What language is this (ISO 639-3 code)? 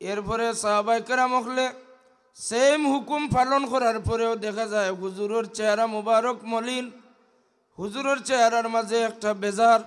syl